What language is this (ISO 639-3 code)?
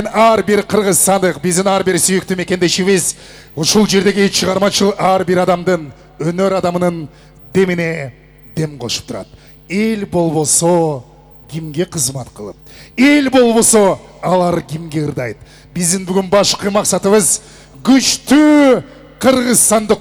kir